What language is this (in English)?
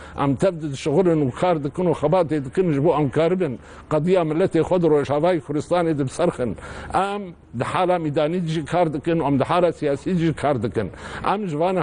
Kurdish